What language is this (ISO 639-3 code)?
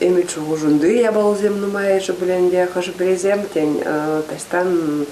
chv